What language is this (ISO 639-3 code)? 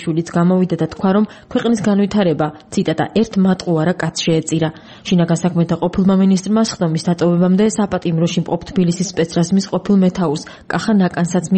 kat